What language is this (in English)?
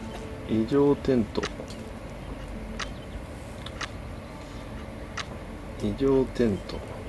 Japanese